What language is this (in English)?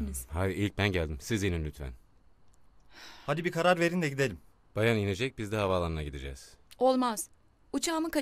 Turkish